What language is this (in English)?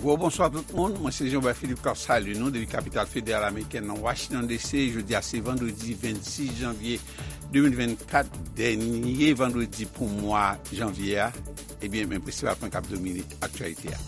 Haitian Creole